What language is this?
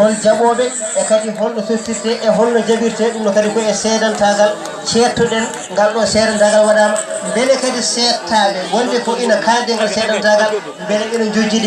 Fula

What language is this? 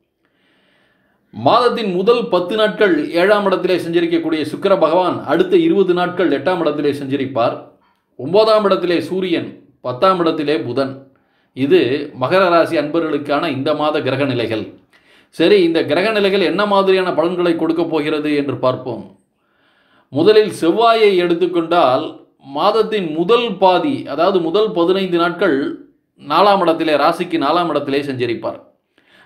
Tamil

